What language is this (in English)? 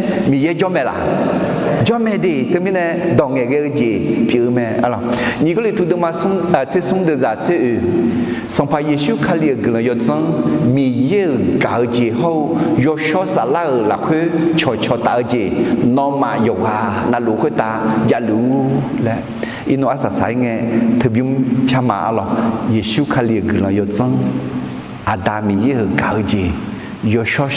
Akha